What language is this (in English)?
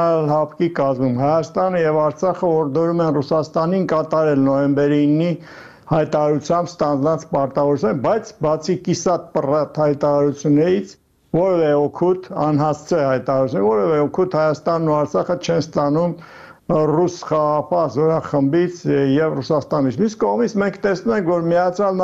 Armenian